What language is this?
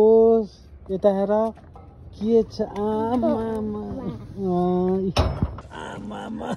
Nepali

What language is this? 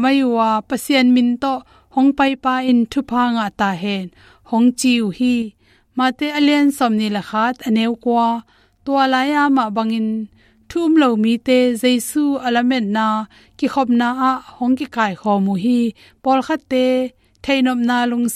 Tedim Chin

